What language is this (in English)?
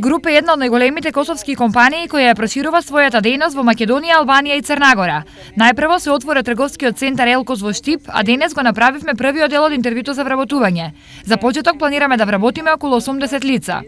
Macedonian